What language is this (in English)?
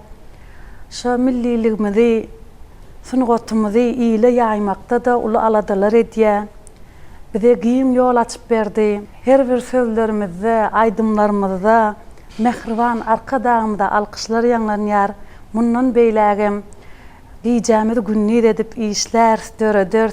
Turkmen